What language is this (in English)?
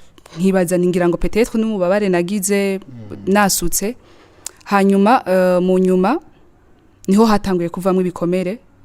Rundi